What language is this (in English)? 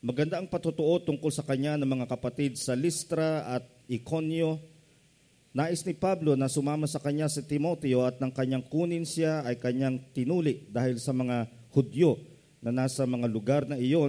Filipino